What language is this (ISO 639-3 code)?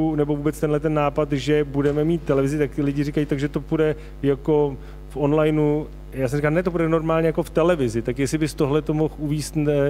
ces